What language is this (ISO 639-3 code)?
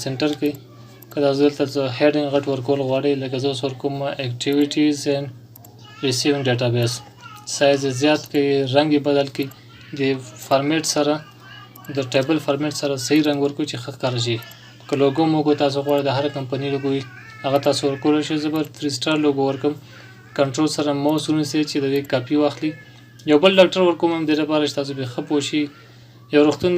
pus